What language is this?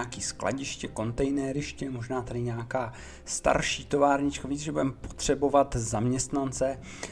Czech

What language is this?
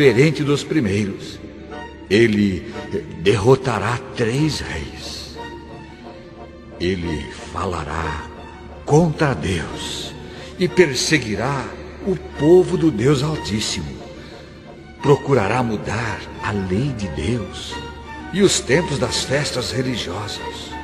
Portuguese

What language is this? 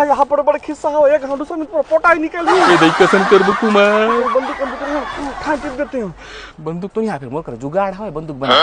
Chhattisgarhi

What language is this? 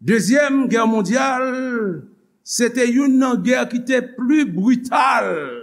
Haitian Creole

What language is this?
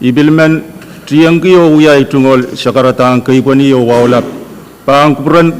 Pohnpeian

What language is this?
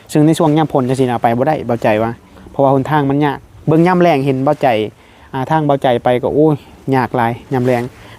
Northeastern Thai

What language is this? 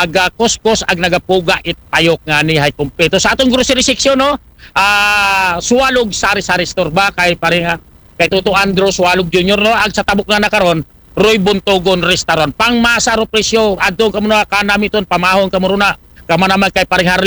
Aklanon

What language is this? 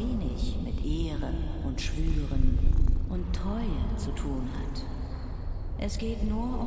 Swiss German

